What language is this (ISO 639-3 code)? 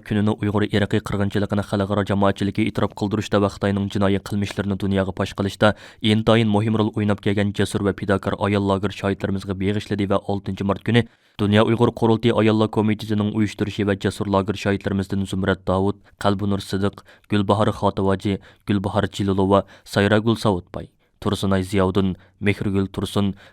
uig